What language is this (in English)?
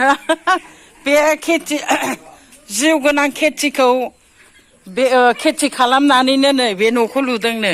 Bodo